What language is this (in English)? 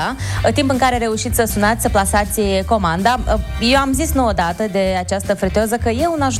Romanian